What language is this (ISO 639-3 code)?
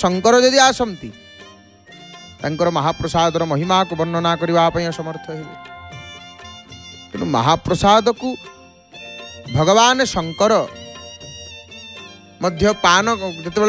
ori